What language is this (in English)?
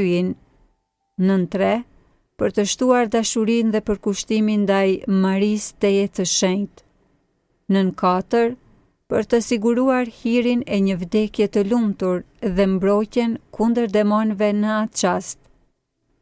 Albanian